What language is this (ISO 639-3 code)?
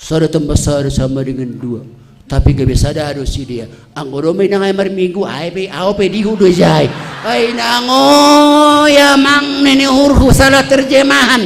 bts